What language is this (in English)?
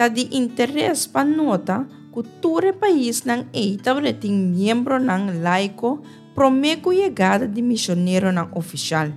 Papiamento